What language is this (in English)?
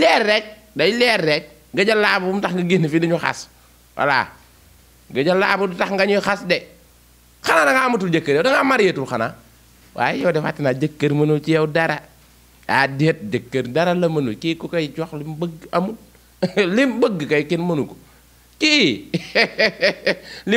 Wolof